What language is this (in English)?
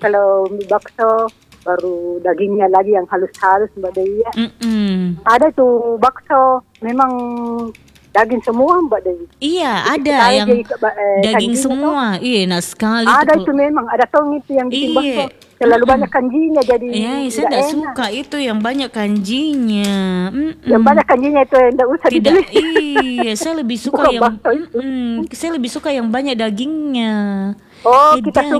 Indonesian